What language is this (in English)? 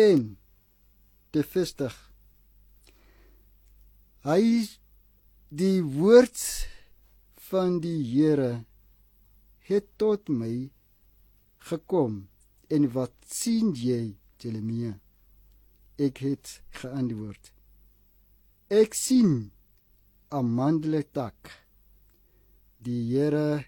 Afrikaans